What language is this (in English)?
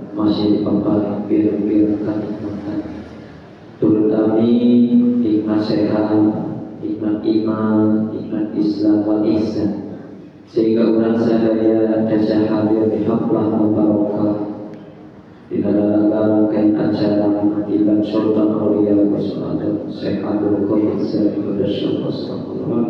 Sundanese